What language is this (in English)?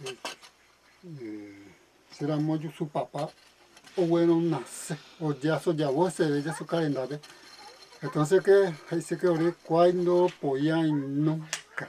Guarani